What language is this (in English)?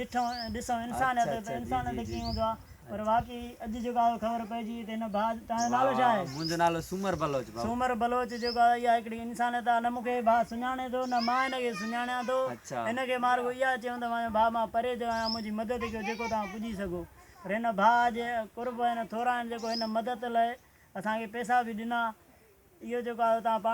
Sindhi